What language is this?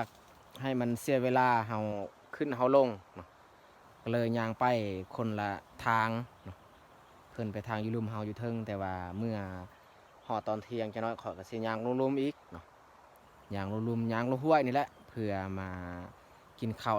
Lao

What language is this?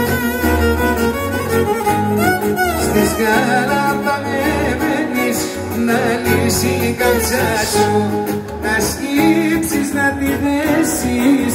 Greek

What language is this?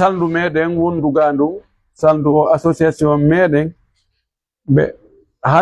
Fula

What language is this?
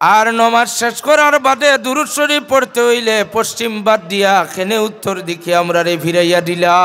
Sylheti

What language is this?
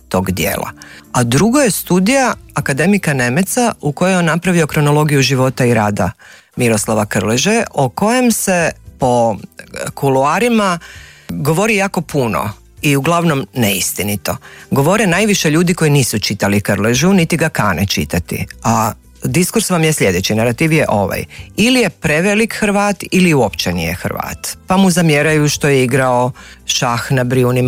Croatian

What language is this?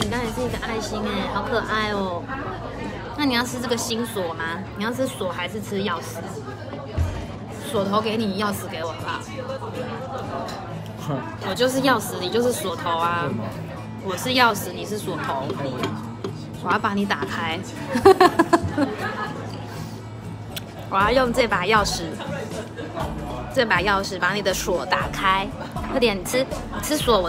Chinese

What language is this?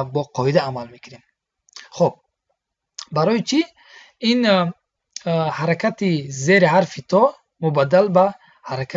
Tajik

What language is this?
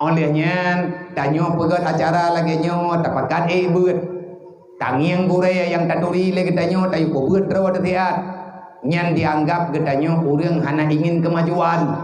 Achinese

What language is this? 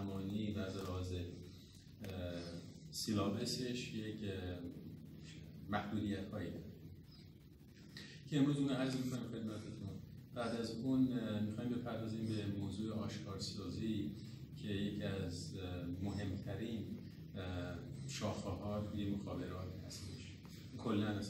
Persian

